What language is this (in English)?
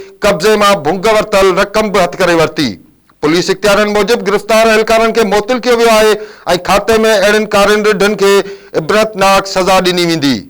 Sindhi